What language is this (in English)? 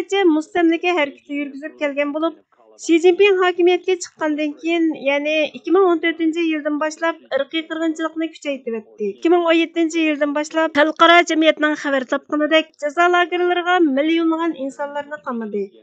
Uyghur